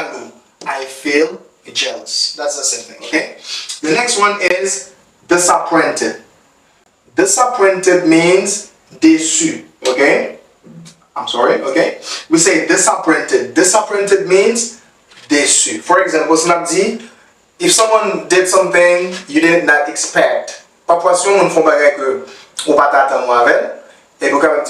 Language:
Haitian Creole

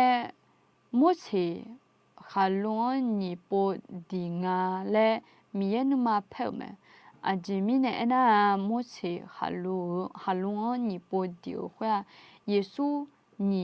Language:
Akha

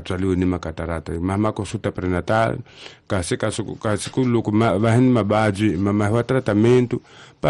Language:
Tsonga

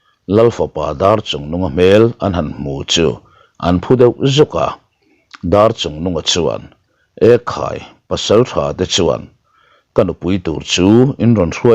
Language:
Mizo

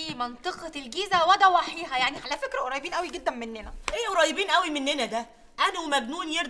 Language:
Egyptian Arabic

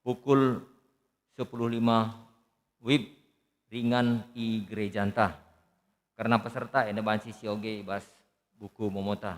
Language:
Batak Karo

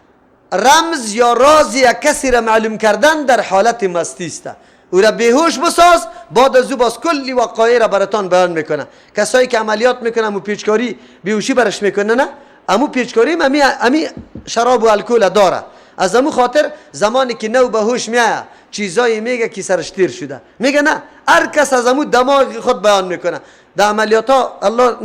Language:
Persian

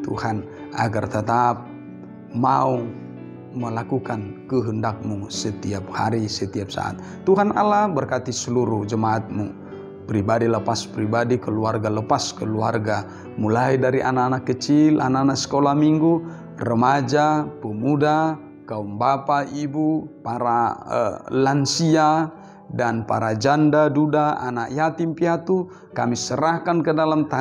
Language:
Indonesian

